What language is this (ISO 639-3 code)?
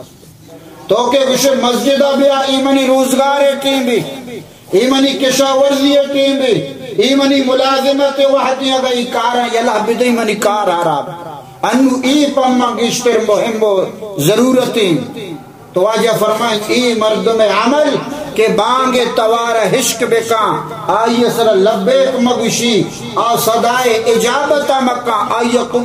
bal